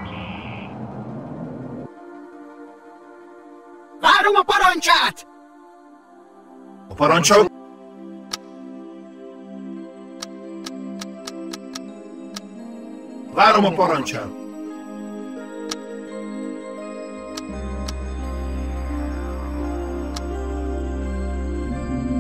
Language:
Hungarian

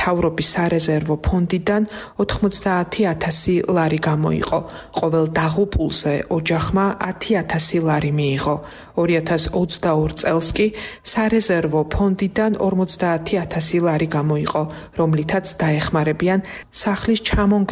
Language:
Georgian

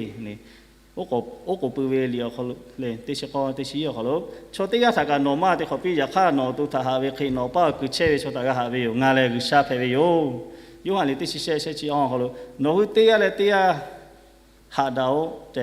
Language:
Lahu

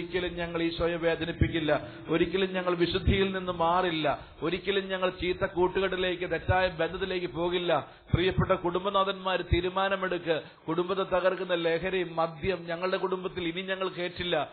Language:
Malayalam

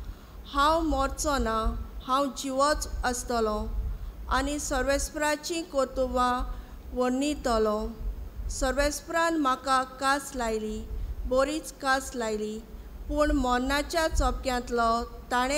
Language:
Konkani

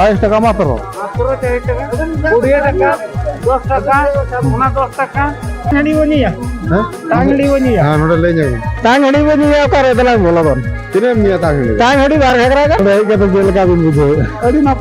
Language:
Santali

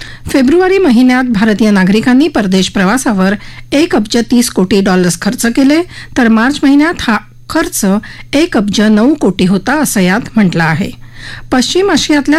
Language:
Marathi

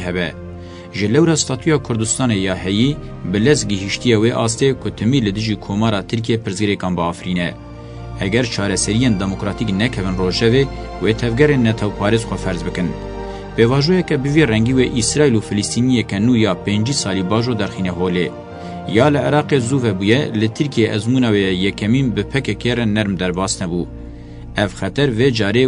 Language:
Kurdish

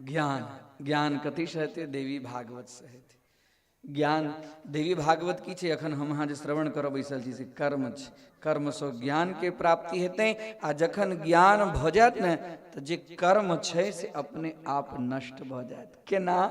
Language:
Maithili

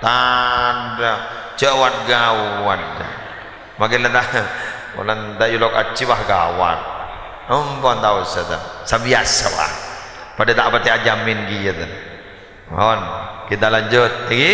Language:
Madurese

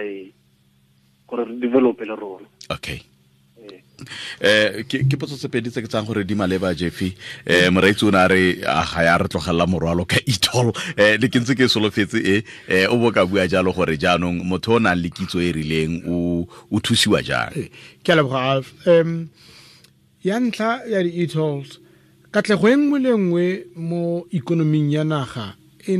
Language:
Tswana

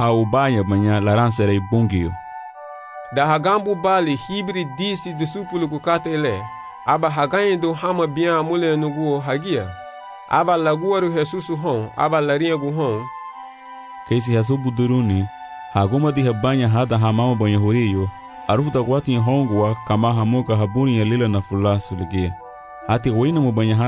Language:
Garifuna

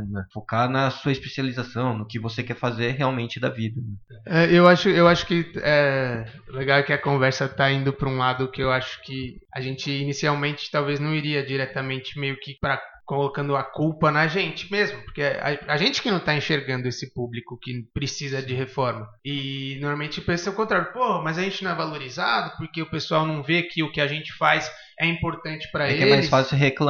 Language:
Portuguese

